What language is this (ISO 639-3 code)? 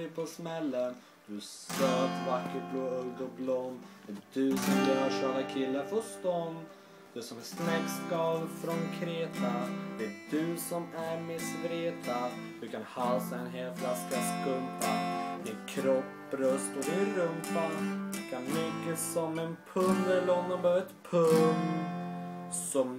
swe